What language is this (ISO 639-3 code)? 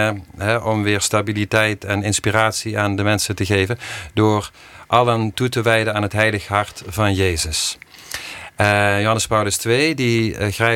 nld